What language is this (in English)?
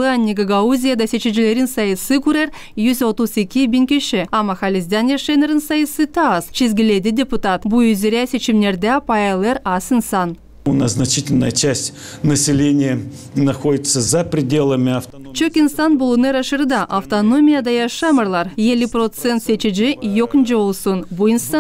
Gagauz